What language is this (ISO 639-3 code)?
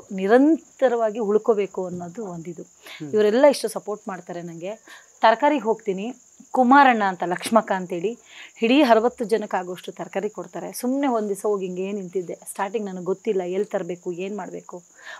kan